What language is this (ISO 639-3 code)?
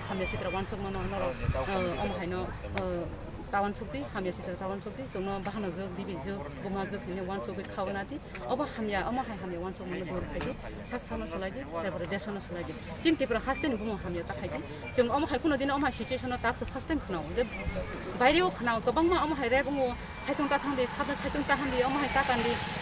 trp